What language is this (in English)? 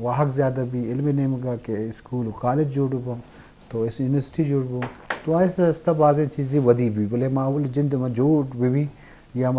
Eastern Balochi